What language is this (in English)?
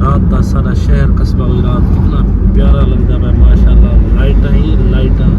Saraiki